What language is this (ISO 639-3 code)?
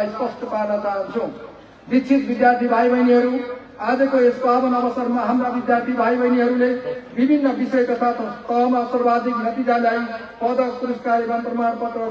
nep